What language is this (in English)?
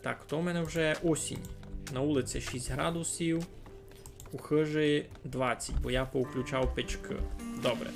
Rusyn